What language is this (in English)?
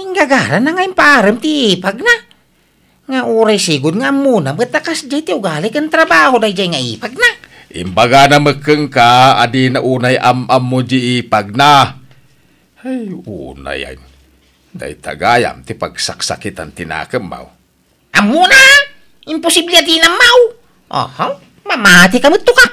Iloko